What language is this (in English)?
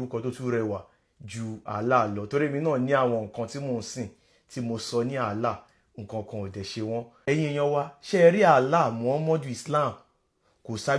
Yoruba